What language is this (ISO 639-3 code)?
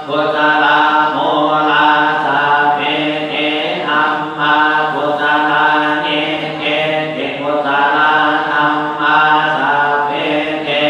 pli